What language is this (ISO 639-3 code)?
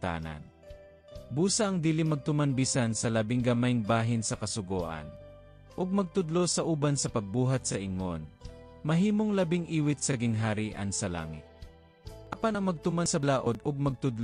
ceb